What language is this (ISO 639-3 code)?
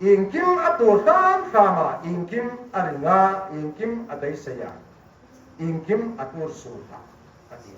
hmr